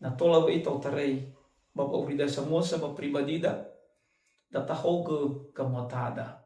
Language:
Nias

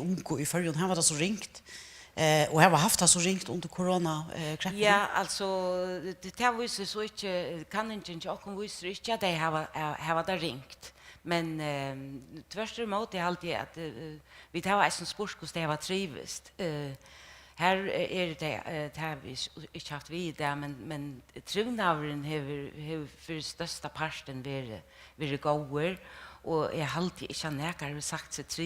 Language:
Faroese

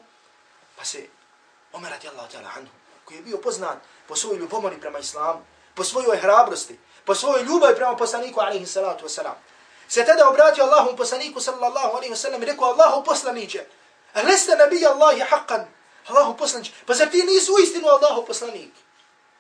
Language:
Bosnian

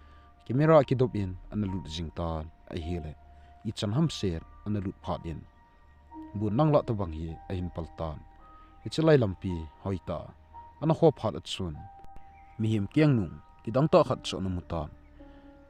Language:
Thado Chin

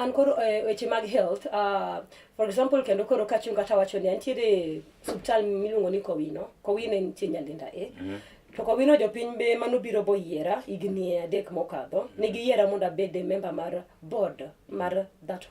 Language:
Luo (Kenya and Tanzania)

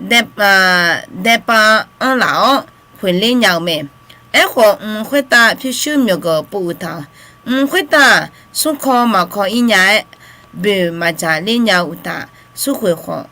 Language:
Akha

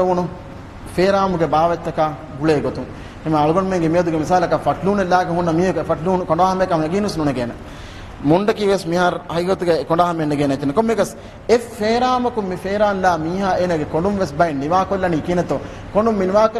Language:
Divehi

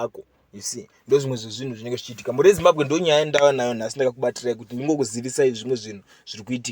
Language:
Shona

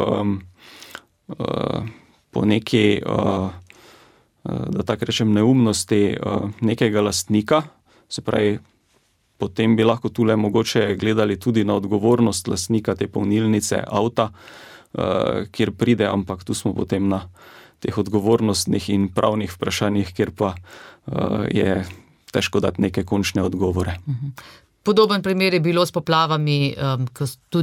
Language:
Slovenian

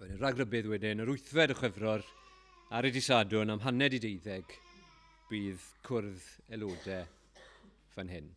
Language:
Welsh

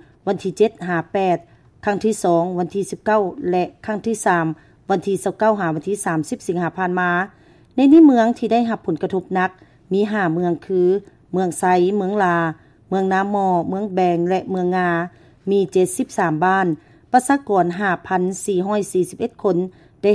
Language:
Lao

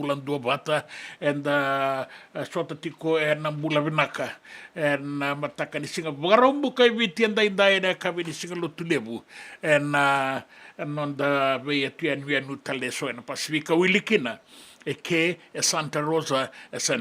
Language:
Fijian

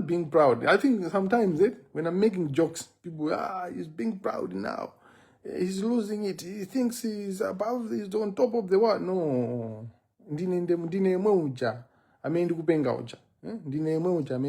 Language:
Nyanja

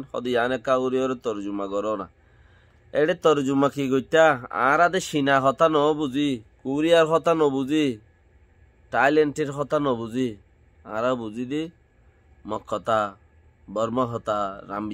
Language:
Rohingya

